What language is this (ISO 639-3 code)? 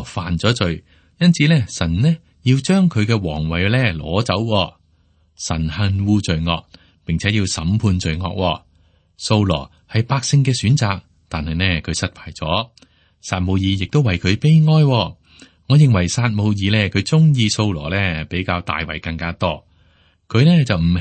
yue